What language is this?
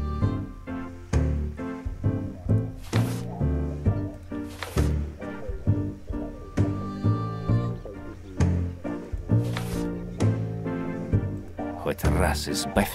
Russian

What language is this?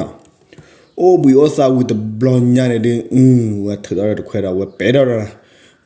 S'gaw Karen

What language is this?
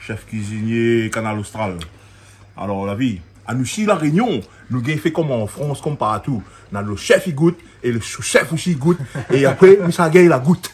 Réunion Creole French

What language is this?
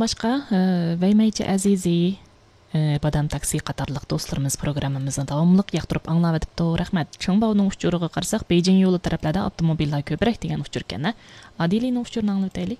Uyghur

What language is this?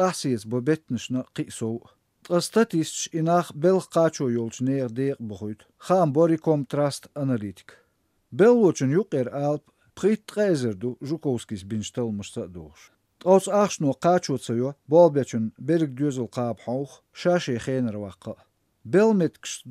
Chechen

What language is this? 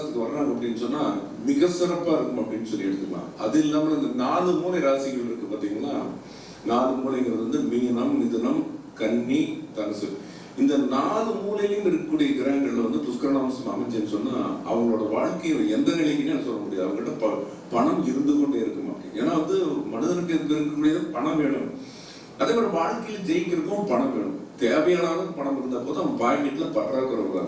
Tamil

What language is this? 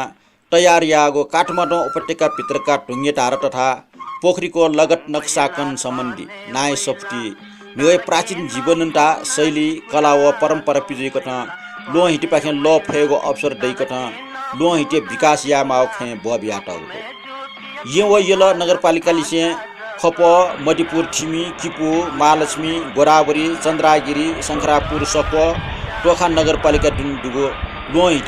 Newari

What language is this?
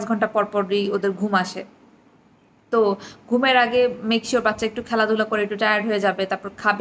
Bangla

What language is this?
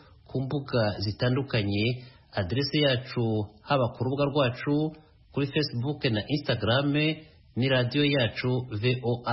Kinyarwanda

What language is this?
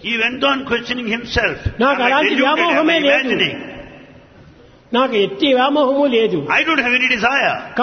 Telugu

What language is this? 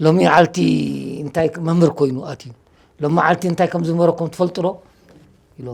Tigrinya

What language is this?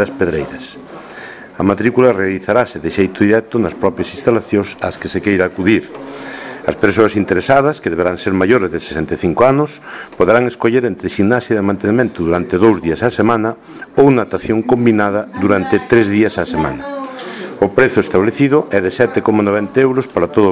Galician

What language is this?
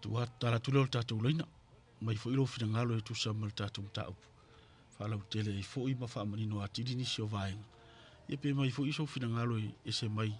Samoan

